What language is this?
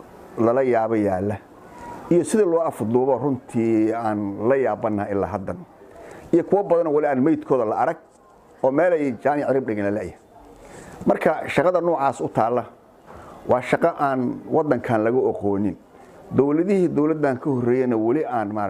Somali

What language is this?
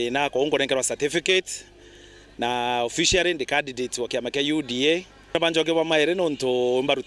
Meru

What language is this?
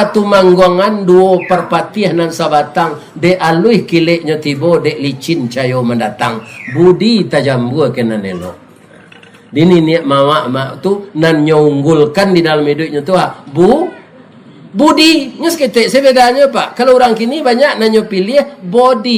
Minangkabau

